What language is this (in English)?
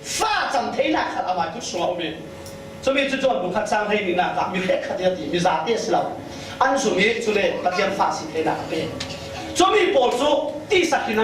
Falam Chin